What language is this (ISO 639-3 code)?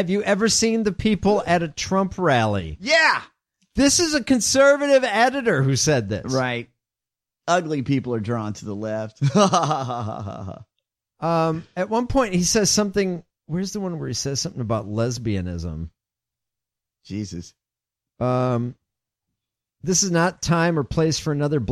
eng